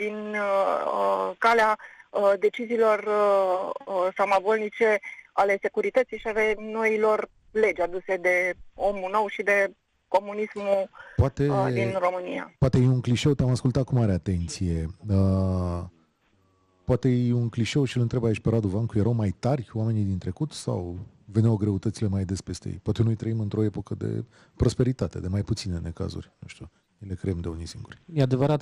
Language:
Romanian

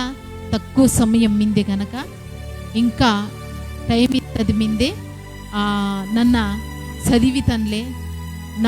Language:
Koya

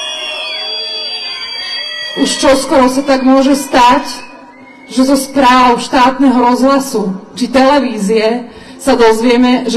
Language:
Slovak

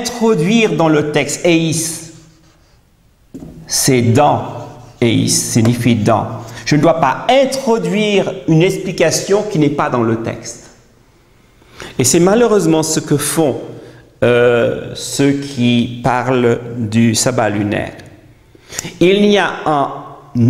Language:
French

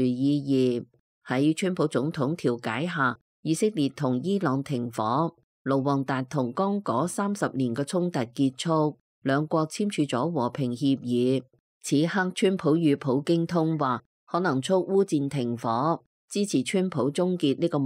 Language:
Cantonese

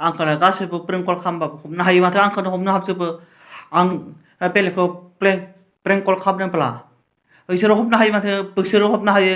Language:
Bodo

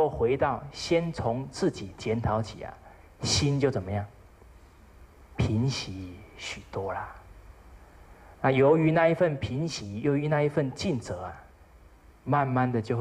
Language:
Chinese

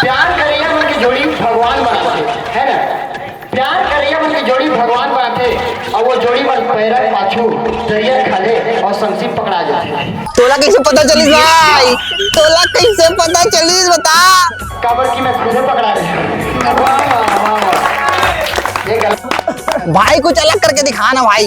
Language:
Chhattisgarhi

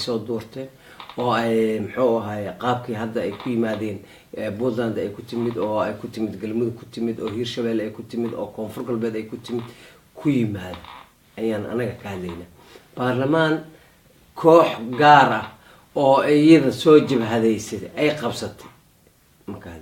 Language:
Somali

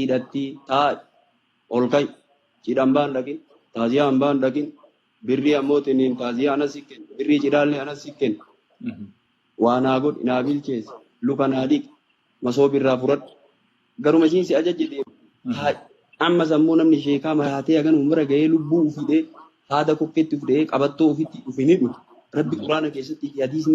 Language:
Oromo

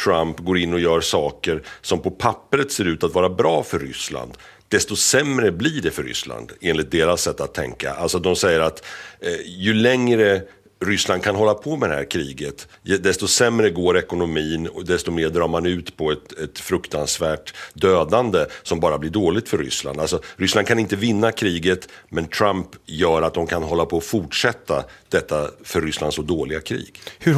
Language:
Swedish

